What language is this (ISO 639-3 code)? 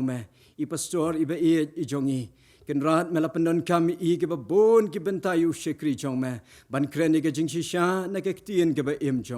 kha